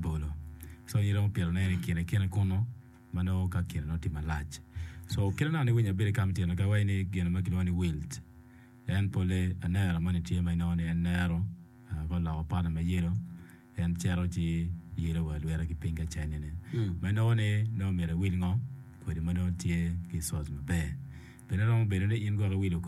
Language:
Acoli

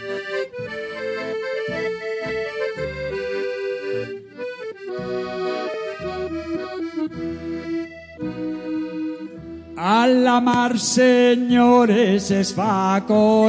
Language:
Catalan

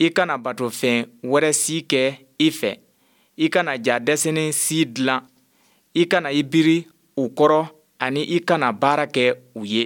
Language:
Bambara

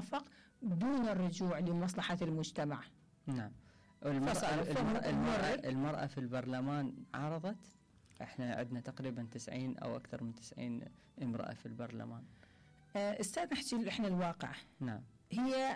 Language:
Mesopotamian Arabic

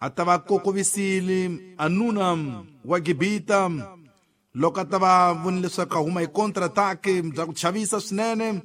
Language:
Tsonga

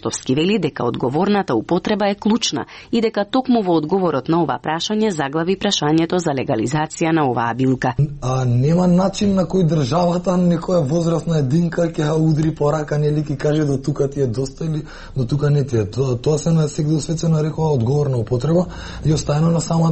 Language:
Macedonian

